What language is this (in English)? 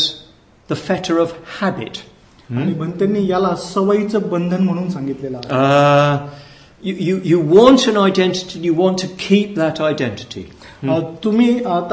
Marathi